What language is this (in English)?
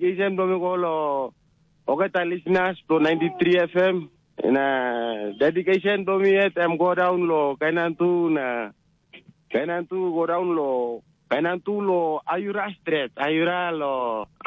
Tok Pisin